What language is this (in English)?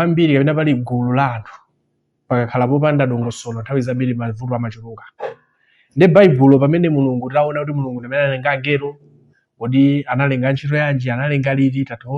Nyanja